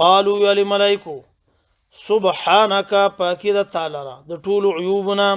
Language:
Pashto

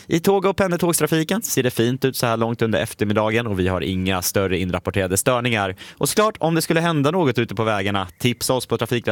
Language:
Swedish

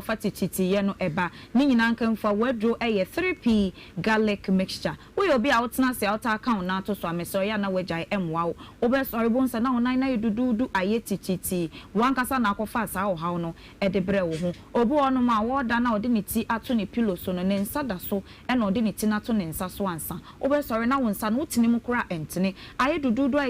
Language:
Akan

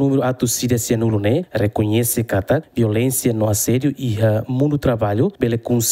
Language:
Tetum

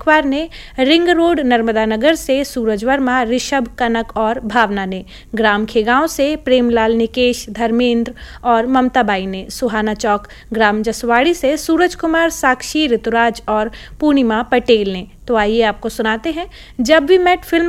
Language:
Hindi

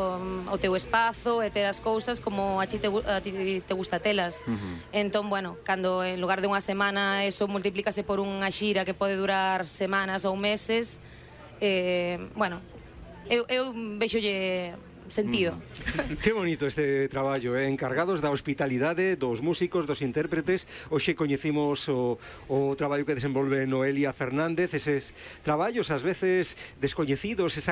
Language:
Galician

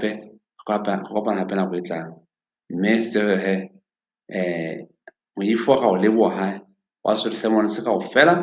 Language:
Southern Sotho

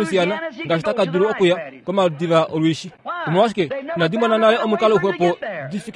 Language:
Kuanyama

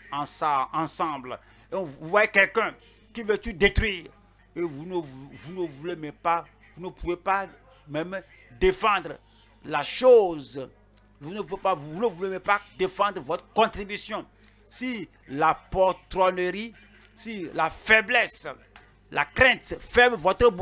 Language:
French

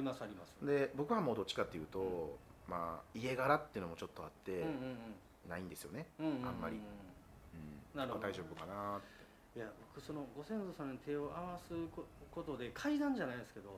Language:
Japanese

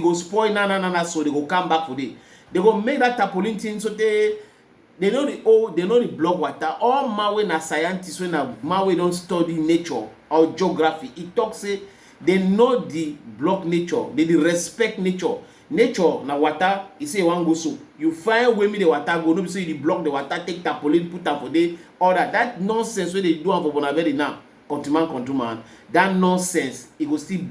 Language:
Cameroon Pidgin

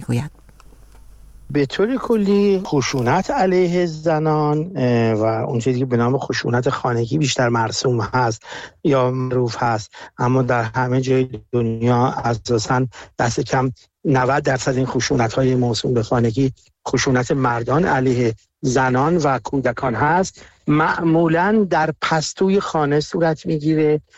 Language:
Persian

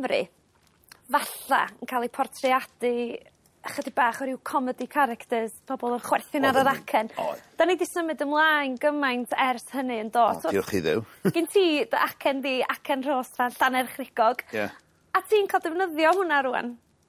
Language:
Welsh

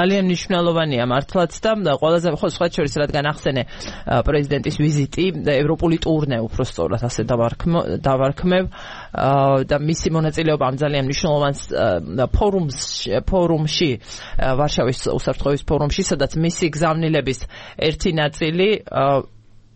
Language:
Georgian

